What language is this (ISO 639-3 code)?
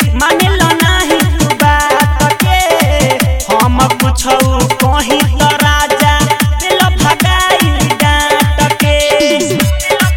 bho